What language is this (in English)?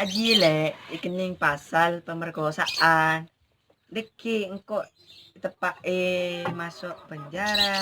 Madurese